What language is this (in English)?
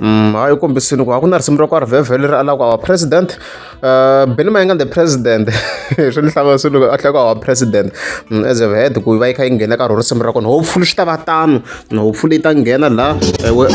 Tsonga